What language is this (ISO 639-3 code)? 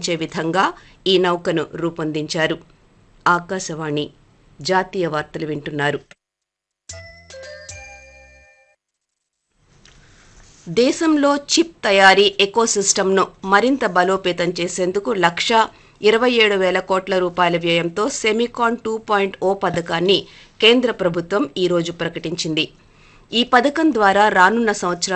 tel